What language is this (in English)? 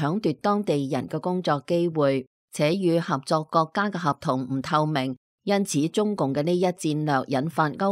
Cantonese